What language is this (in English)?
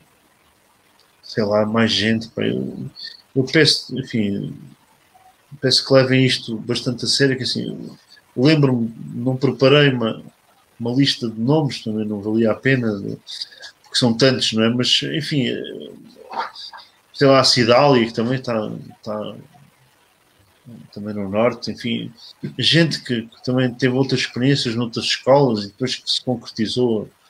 Portuguese